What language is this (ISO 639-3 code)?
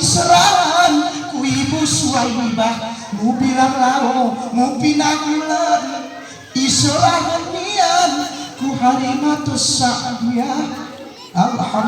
gay